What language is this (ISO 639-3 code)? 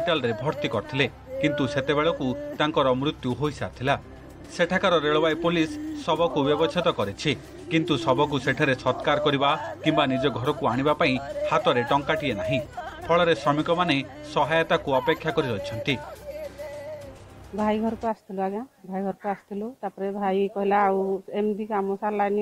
ori